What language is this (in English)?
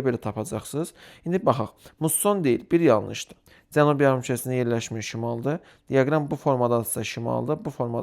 Azerbaijani